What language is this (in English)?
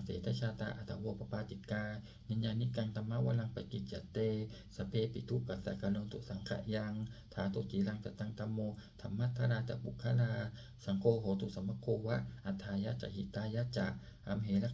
Pali